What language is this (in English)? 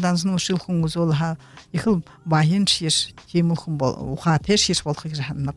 Buriat